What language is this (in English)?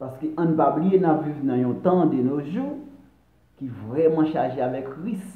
Haitian Creole